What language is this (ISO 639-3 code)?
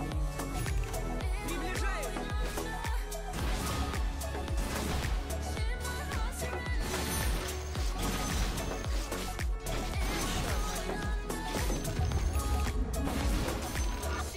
rus